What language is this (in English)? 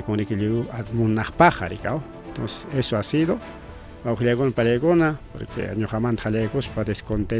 Ayacucho Quechua